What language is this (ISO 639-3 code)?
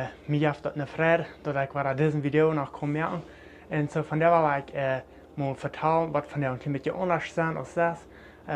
pdt